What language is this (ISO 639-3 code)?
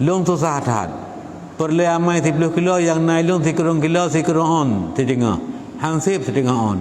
ace